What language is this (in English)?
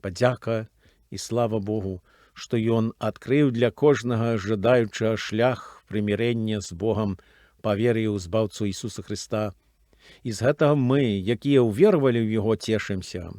Belarusian